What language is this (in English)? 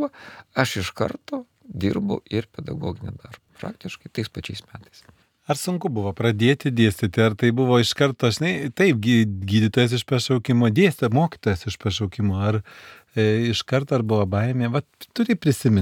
Lithuanian